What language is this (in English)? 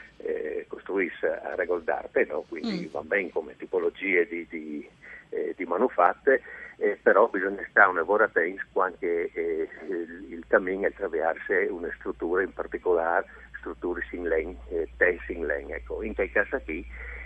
Friulian